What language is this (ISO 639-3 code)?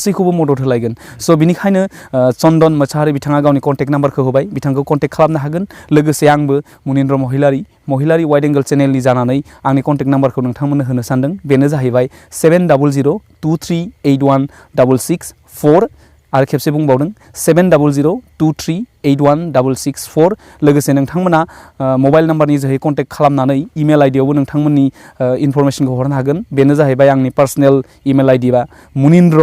brx